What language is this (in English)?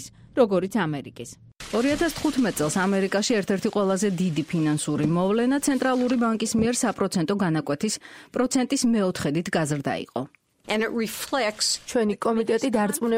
Georgian